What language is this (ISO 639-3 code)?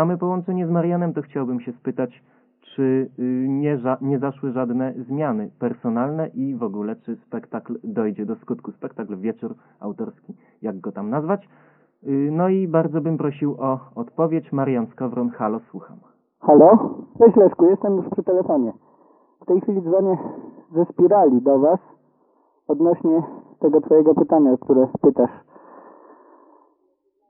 pol